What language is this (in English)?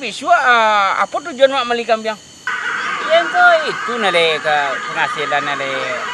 Minangkabau